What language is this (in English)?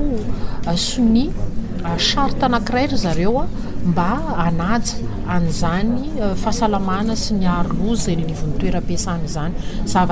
Malagasy